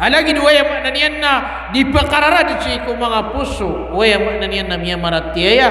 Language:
Maranao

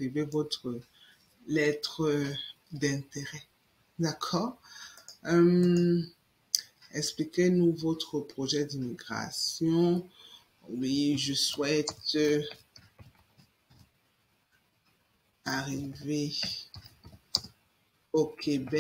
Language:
French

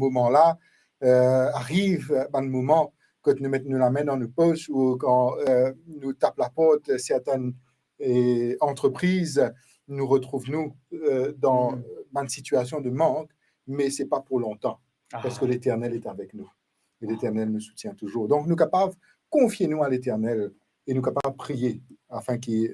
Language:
Morisyen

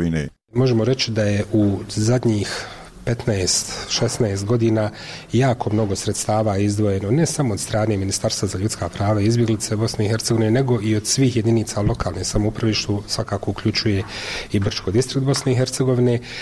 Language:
Bosnian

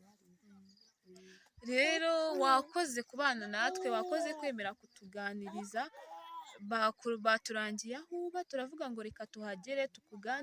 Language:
Kinyarwanda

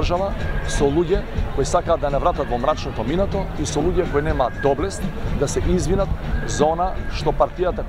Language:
Macedonian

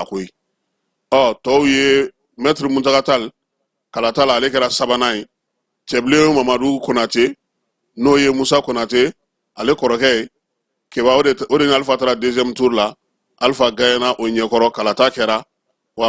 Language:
Bambara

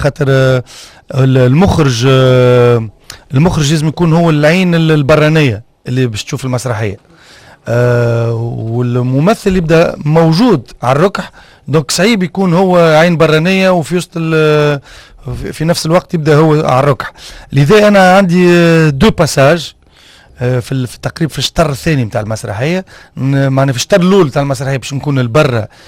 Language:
Tunisian Arabic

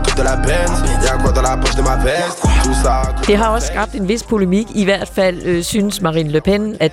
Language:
Danish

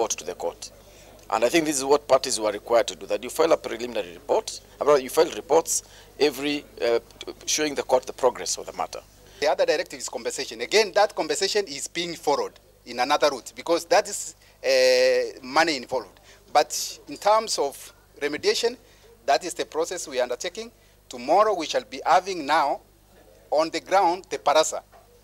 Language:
Kamba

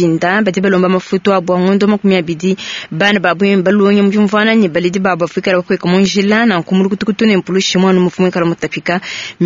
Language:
Luba-Lulua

